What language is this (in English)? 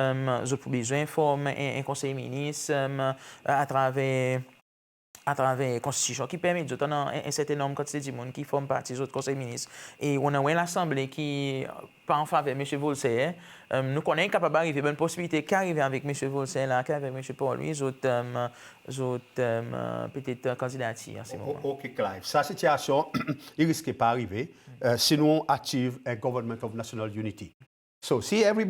Seselwa Creole French